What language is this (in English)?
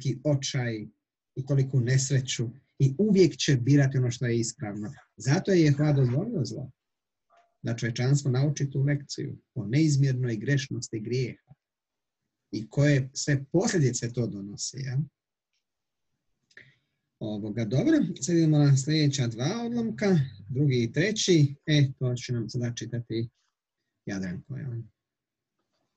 Croatian